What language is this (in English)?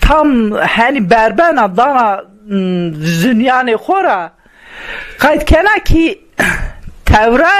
Zaza